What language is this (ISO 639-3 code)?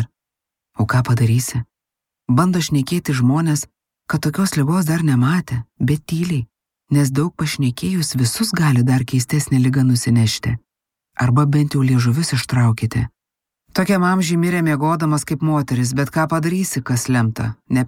lit